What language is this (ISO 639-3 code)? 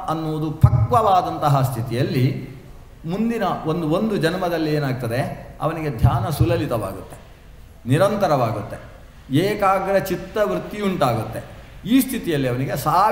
kan